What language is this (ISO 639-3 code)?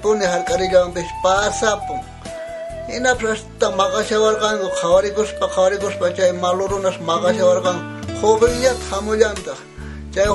quh